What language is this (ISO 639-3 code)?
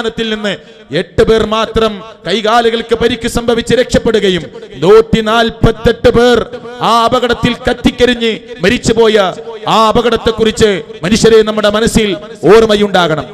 mal